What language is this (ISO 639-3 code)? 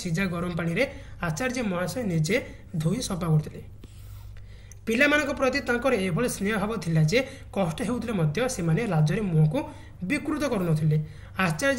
ori